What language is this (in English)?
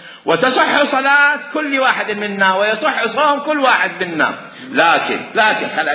Mesopotamian Arabic